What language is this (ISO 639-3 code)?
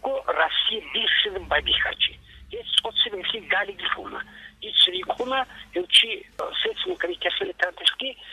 ava